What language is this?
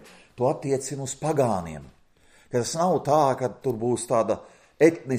Latvian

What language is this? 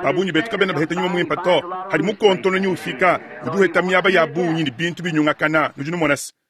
Luba-Lulua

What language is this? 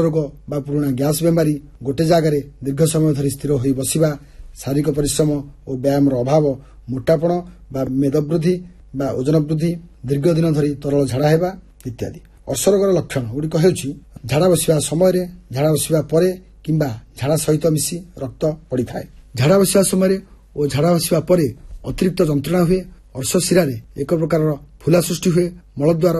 Odia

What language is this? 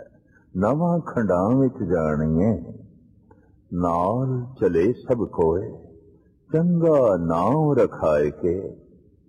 Punjabi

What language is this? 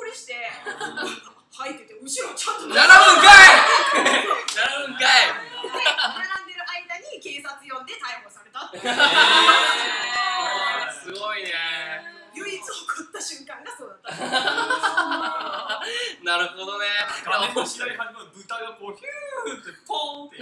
Japanese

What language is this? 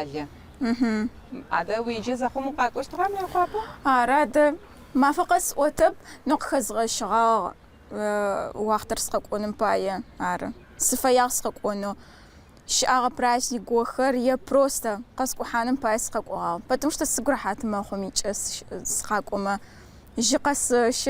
Adyghe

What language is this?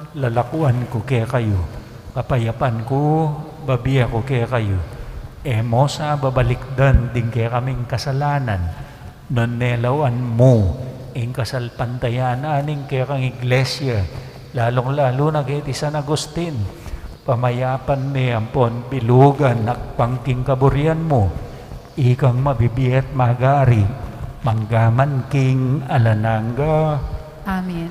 Pampanga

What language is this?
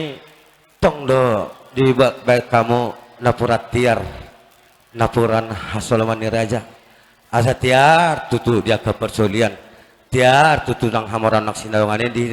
Batak Toba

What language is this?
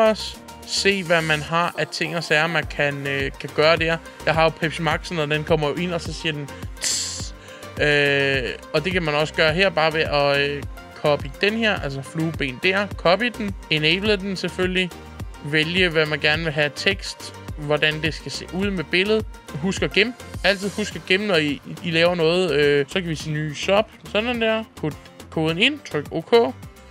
Danish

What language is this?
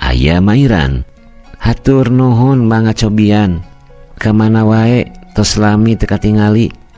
Sundanese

